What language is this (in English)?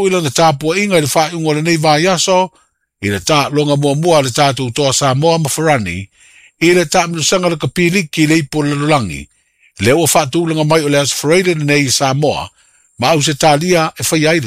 Samoan